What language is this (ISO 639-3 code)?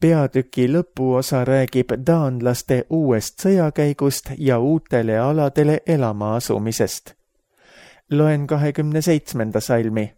est